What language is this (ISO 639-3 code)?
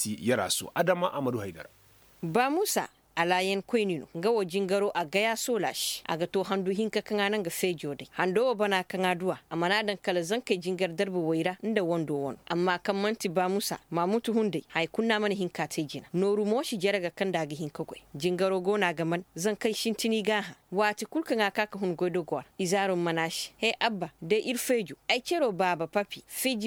ses